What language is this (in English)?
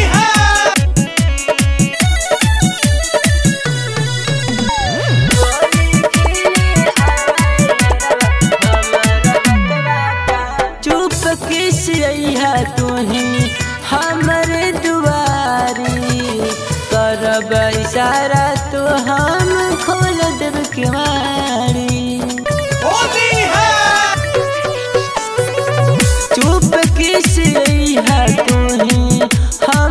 Bhojpuri